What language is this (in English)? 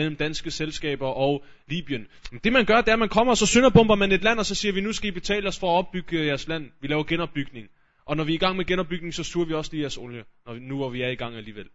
Danish